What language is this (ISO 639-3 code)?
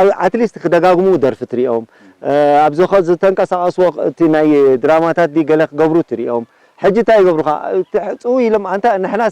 tir